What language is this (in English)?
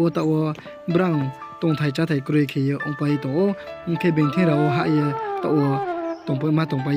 Riang (India)